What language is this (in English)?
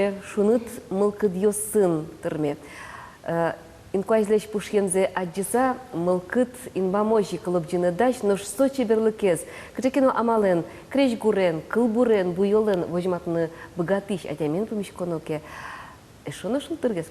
Udmurt